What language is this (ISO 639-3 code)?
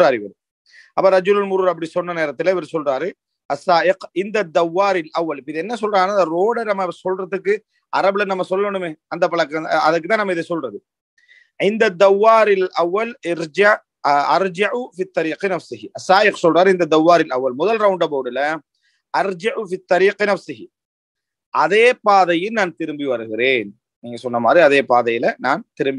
tam